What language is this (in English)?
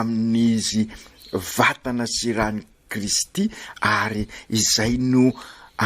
Malagasy